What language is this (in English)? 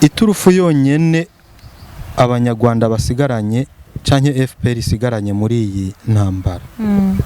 Rundi